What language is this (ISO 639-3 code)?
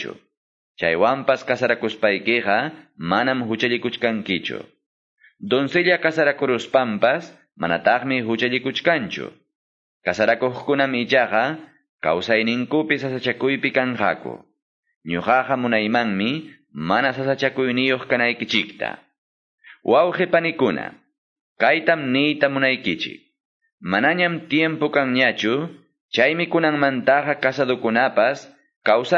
que